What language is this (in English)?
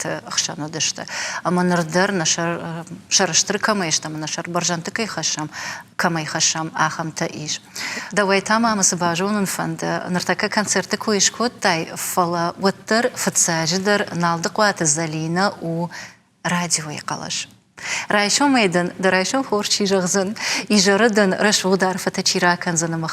Ossetic